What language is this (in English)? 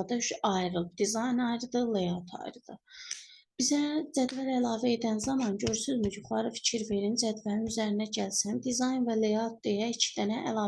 Azerbaijani